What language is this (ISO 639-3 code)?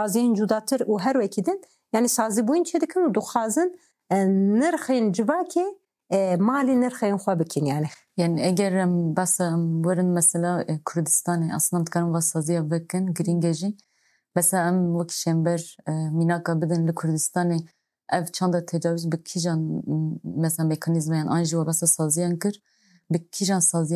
kur